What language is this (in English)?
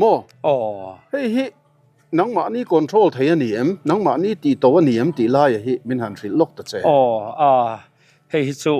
Mizo